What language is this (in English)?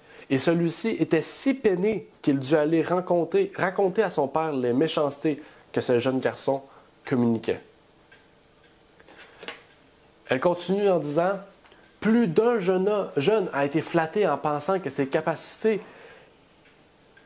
French